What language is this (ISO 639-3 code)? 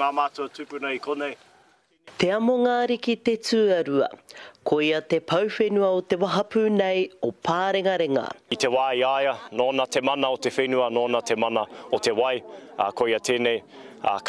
mri